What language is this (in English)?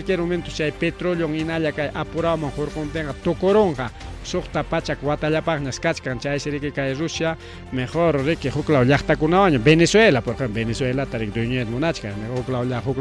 Ayacucho Quechua